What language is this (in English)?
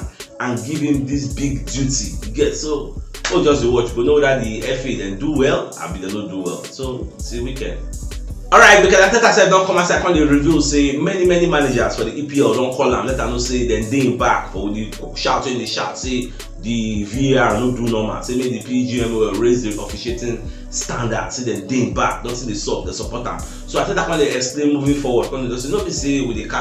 Nigerian Pidgin